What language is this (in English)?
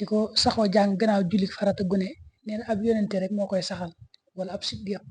Wolof